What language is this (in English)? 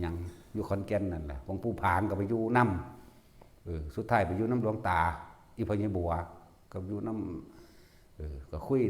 Northeastern Thai